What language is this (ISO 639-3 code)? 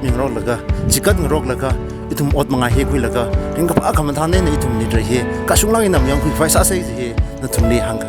nmf